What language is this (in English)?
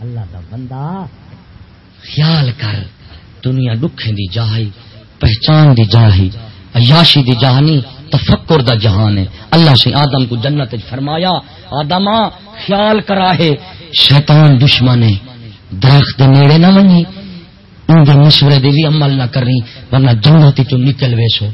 Saraiki